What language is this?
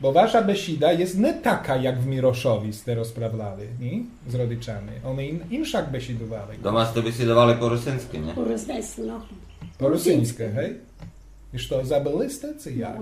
Rusyn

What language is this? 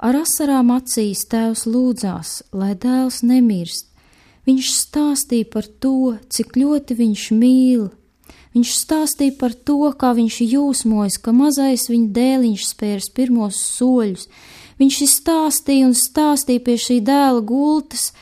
Latvian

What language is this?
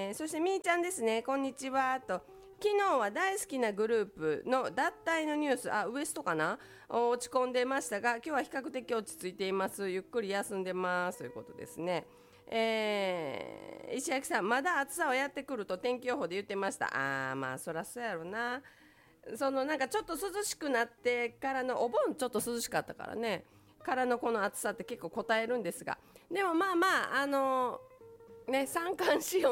Japanese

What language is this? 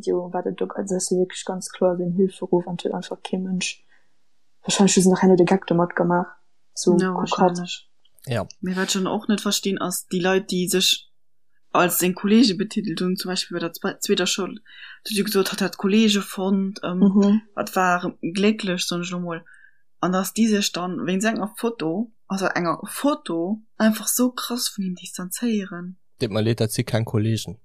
Luxembourgish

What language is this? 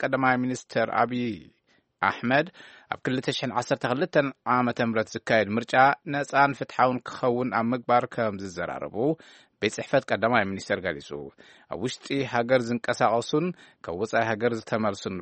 Tigrinya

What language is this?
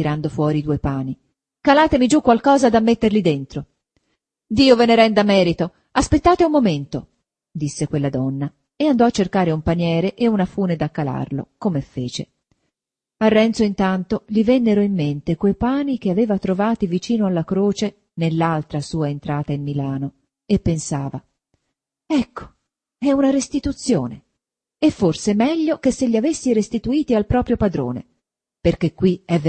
Italian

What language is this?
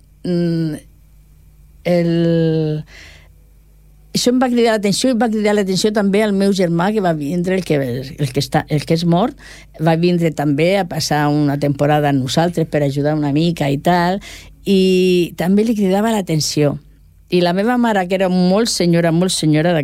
Catalan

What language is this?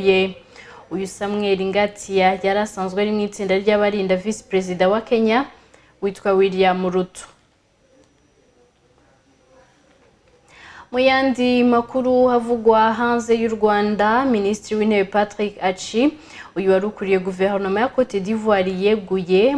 Kinyarwanda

